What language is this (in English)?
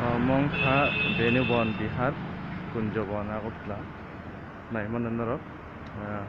Kok Borok